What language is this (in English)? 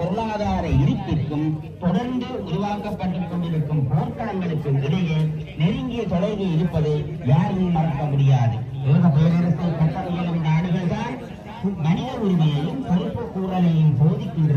Tamil